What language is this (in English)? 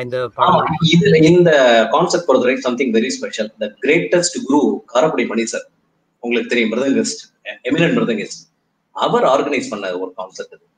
Tamil